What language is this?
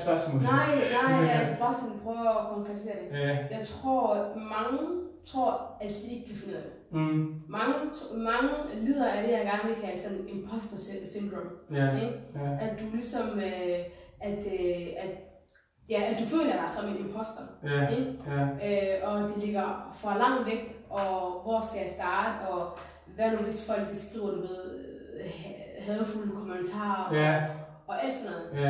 Danish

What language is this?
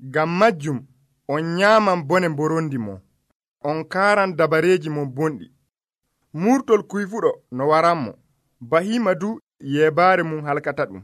Nigerian Fulfulde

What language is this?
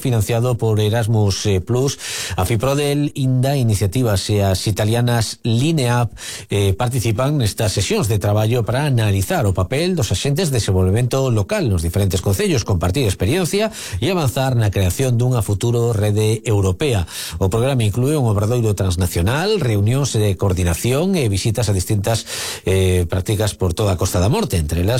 Galician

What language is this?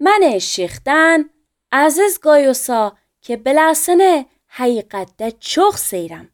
Azerbaijani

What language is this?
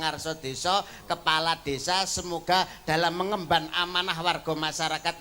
Javanese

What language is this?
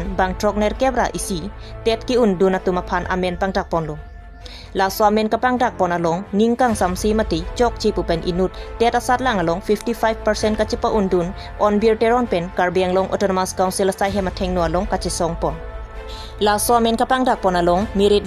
Karbi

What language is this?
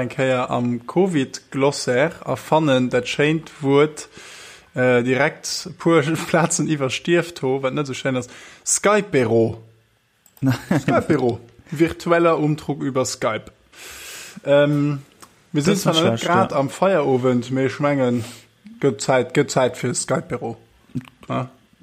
Luxembourgish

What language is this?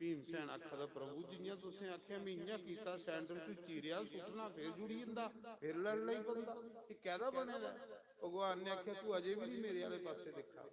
Dogri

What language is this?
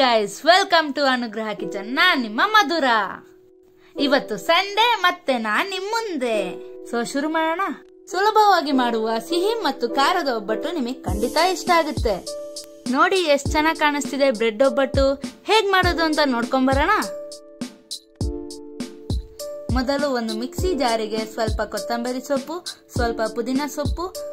Kannada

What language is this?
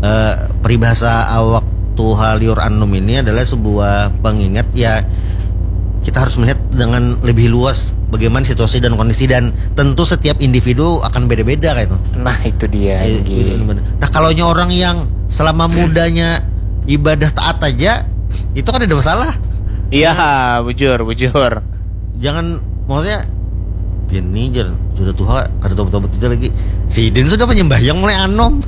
Banjar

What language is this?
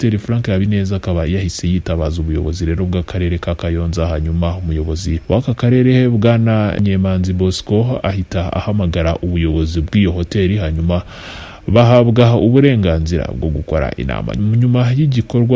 Kinyarwanda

